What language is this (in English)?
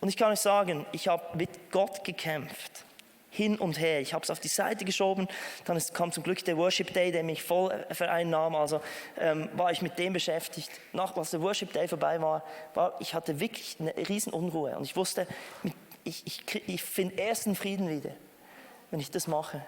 Swiss German